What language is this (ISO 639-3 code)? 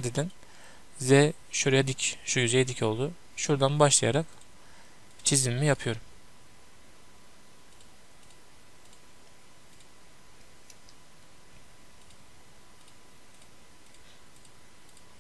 tur